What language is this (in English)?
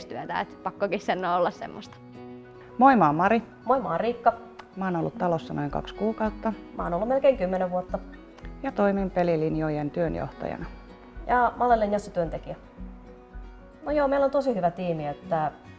Finnish